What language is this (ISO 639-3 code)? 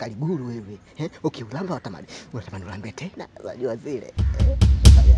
swa